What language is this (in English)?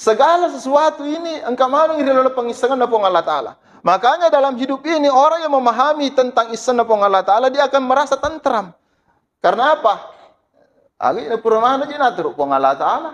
Buginese